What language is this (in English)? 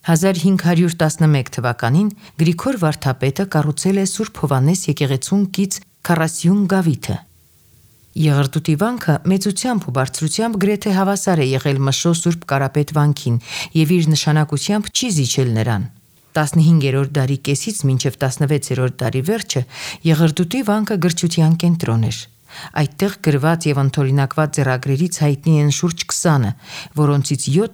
Armenian